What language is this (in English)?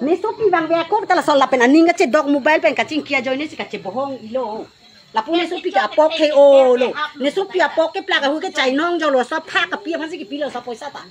Karbi